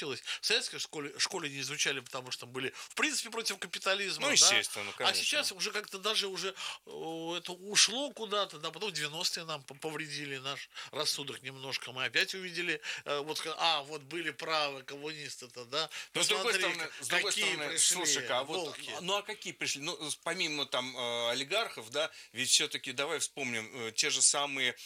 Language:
Russian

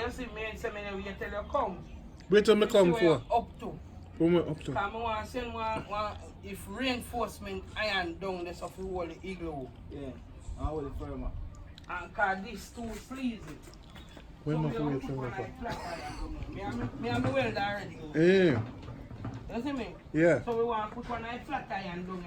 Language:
Jamaican Creole English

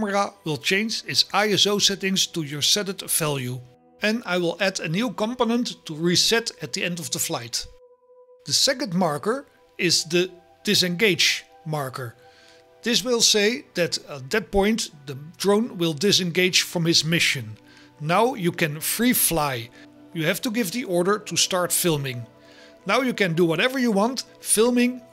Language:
English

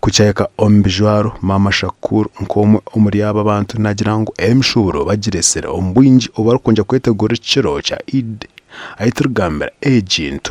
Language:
Nyankole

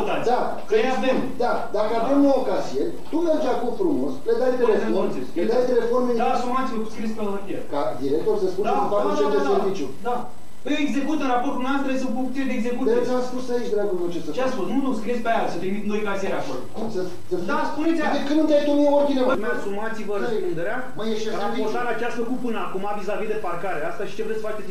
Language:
Romanian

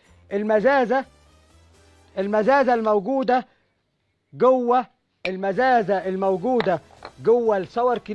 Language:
Egyptian Arabic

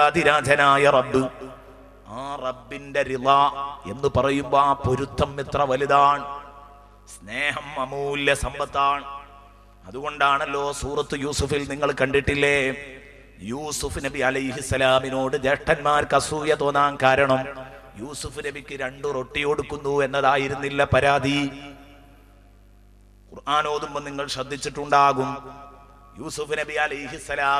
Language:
Malayalam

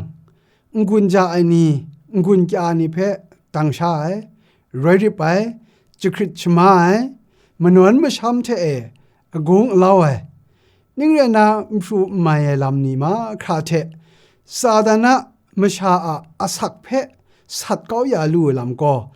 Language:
Kachin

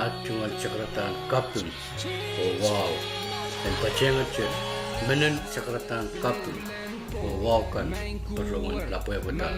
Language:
Pohnpeian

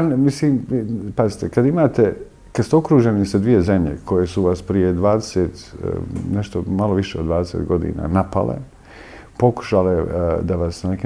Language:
Bosnian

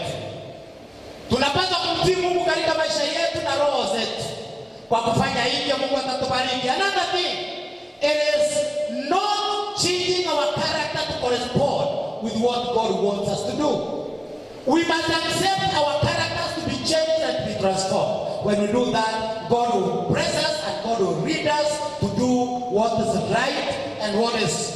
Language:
Swahili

